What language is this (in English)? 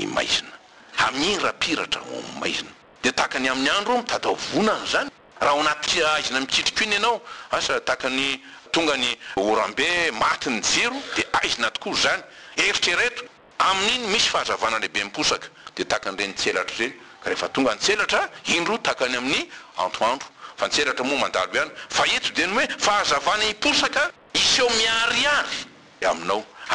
Malagasy